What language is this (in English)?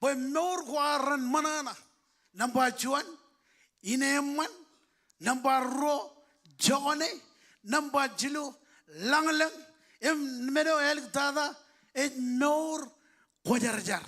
Marshallese